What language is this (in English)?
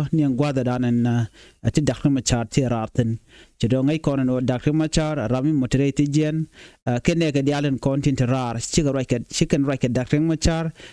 Nuer